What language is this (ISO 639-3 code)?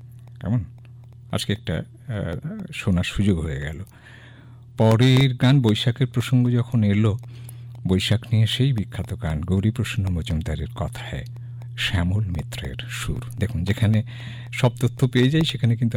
ben